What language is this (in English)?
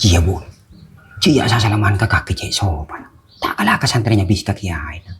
Madurese